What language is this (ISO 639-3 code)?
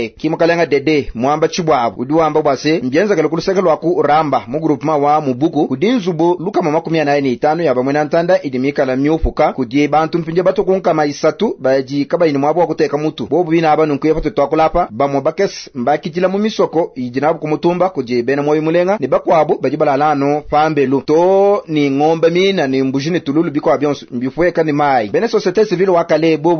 lua